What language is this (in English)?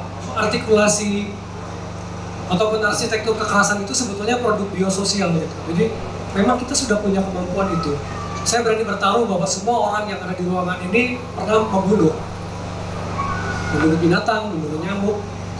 Indonesian